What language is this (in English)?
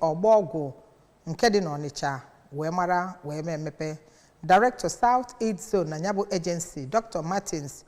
Igbo